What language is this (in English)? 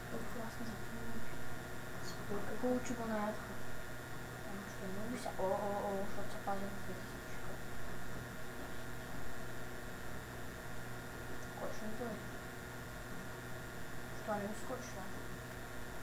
Bulgarian